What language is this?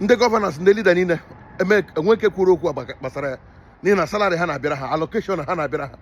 Igbo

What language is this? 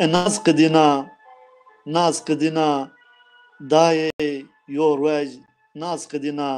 Zaza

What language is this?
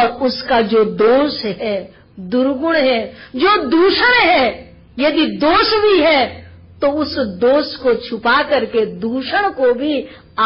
Hindi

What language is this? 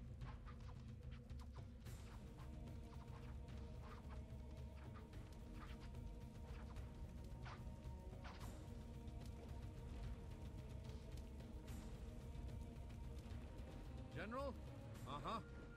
English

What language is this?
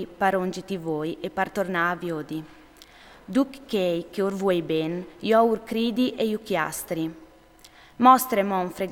Friulian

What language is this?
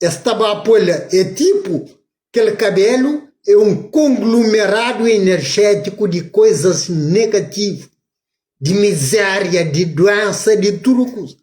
Kabuverdianu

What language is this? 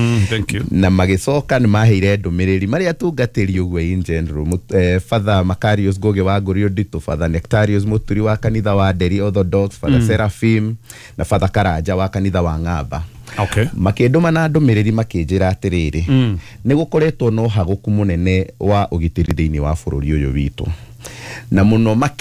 Kikuyu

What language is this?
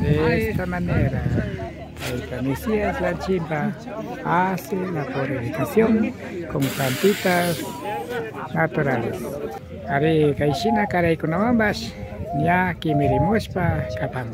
Imbabura Highland Quichua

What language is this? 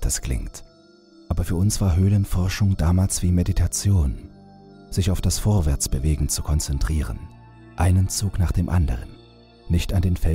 German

